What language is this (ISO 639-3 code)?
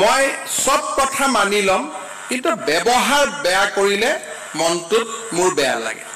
asm